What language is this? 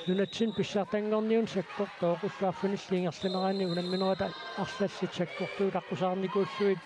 Kalaallisut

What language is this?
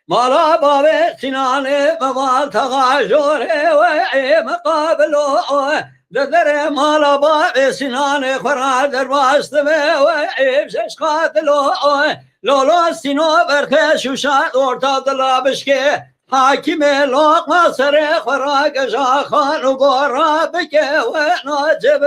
Kurdish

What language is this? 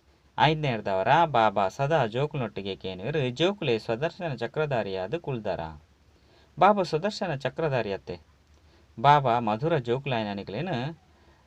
Tulu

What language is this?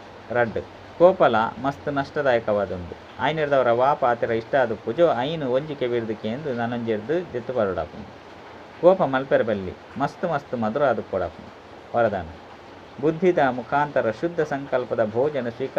Tulu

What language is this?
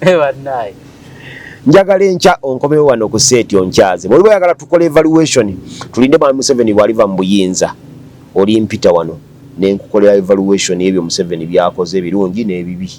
Ganda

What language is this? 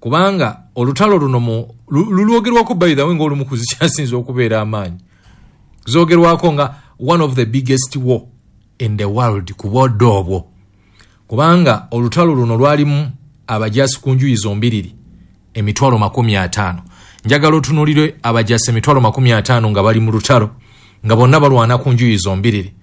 Ganda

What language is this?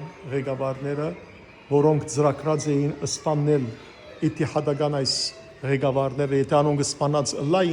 Western Armenian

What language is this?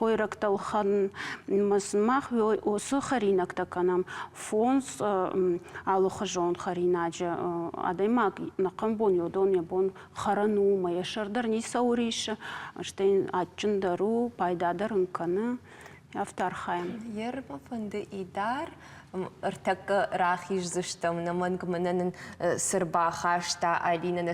Ossetic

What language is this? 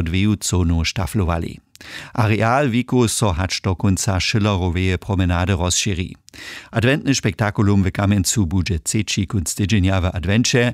Upper Sorbian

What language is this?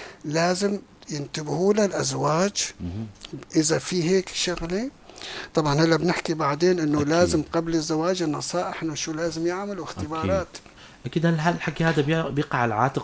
North Levantine Arabic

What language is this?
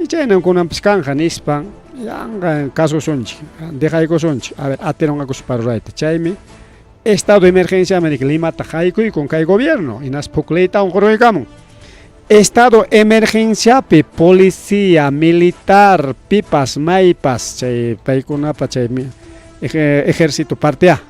Ayacucho Quechua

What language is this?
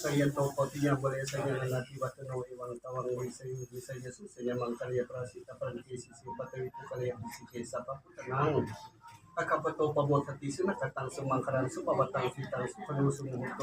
Northeastern Thai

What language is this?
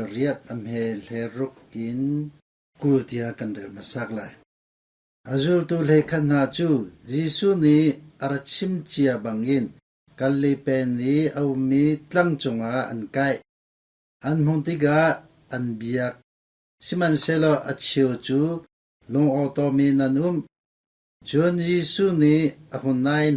Hakha Chin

